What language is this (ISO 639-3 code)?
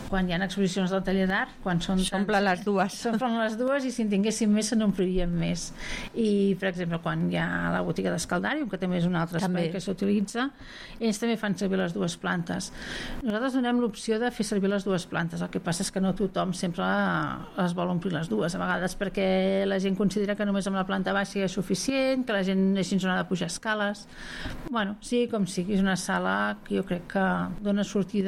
cat